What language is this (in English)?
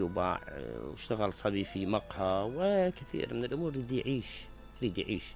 Mesopotamian Arabic